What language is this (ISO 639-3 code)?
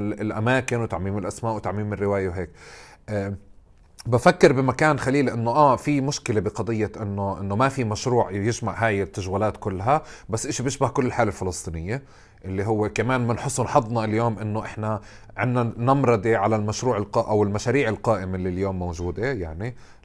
apc